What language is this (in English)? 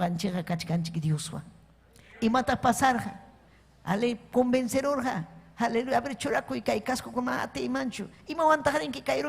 Ayacucho Quechua